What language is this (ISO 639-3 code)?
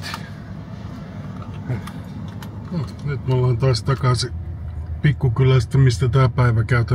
fin